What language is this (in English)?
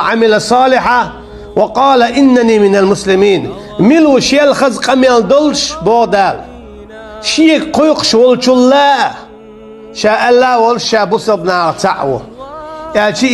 Chechen